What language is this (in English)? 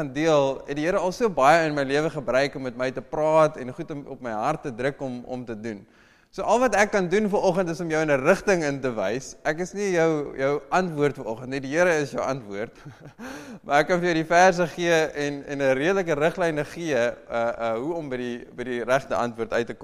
Afrikaans